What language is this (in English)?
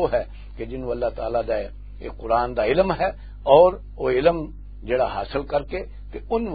Western Panjabi